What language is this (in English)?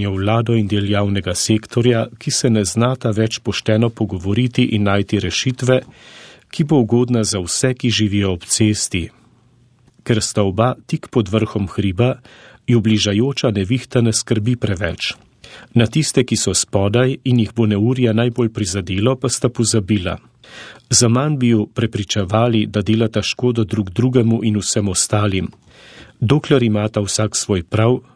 Slovenian